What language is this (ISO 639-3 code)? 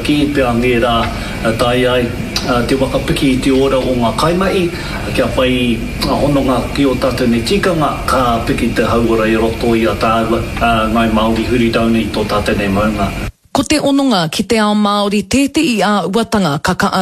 mri